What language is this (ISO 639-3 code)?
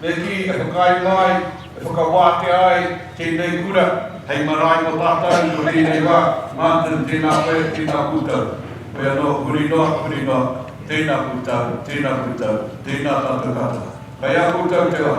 mri